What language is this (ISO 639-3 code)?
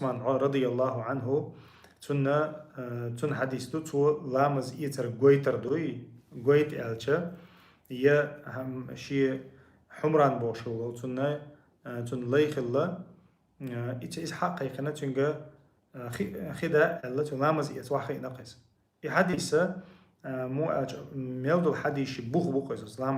che